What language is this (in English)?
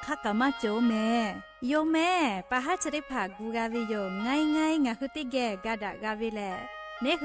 Lahu